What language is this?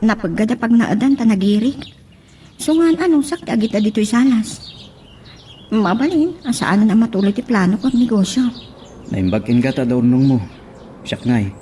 Iloko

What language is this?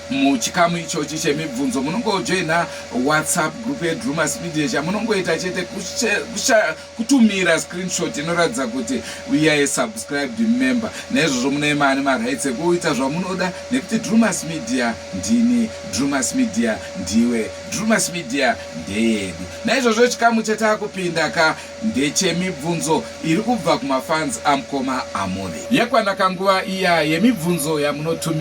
Shona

